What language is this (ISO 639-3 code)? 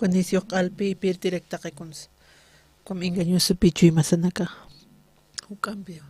aym